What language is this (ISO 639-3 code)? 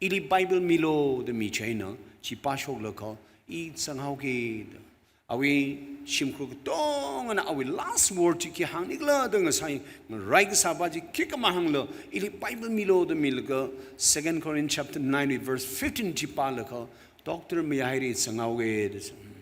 nmf